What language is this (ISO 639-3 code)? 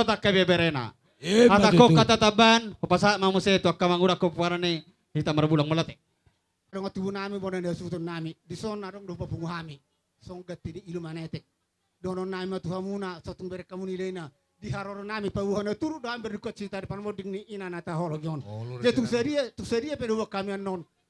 bbc